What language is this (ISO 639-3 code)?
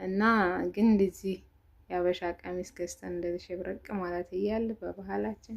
amh